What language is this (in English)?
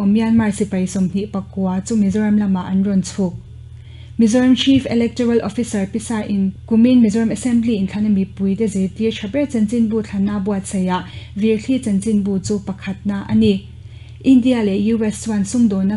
Mizo